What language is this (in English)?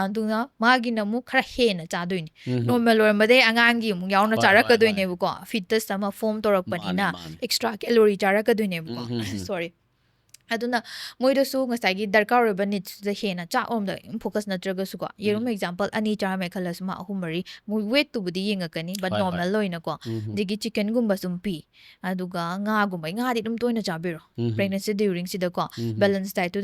Manipuri